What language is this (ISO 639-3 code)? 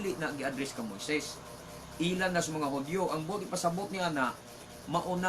ceb